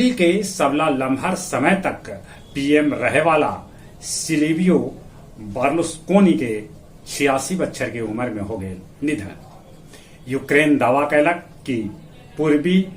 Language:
Magahi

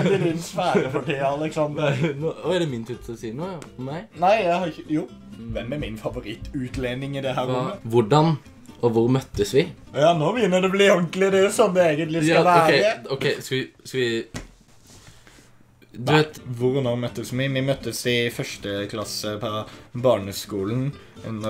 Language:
Norwegian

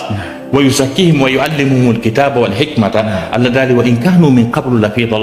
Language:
Fula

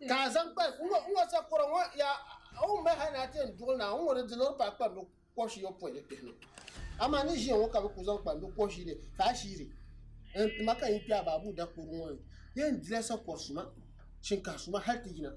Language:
Dagbani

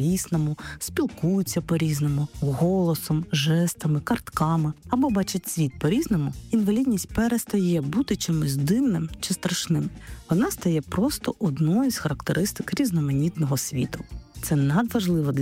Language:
Ukrainian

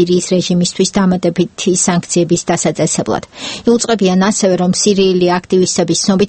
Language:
Georgian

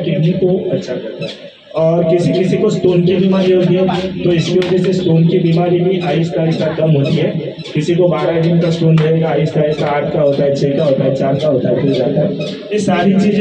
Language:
Hindi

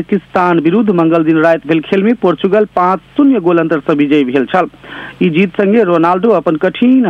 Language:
Maithili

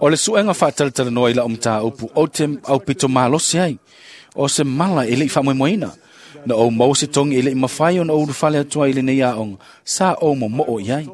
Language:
Samoan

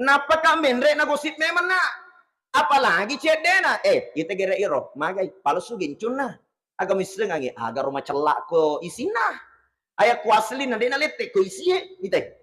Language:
Buginese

